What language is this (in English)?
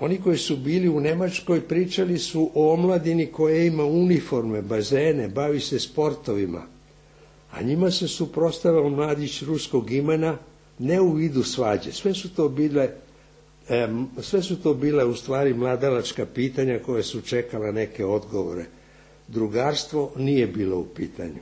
Serbian